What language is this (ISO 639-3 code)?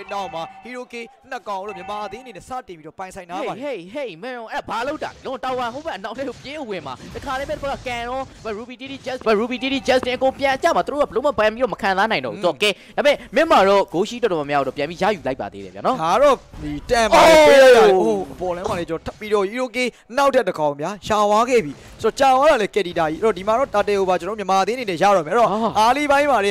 mya